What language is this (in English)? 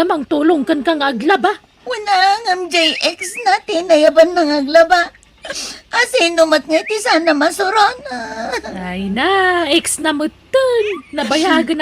Iloko